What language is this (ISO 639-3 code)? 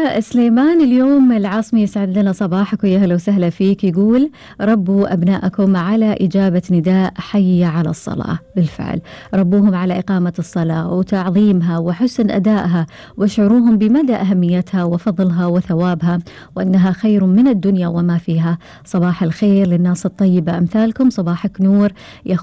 afb